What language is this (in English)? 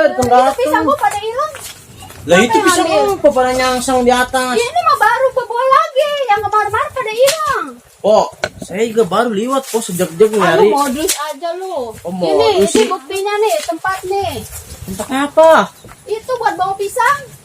Betawi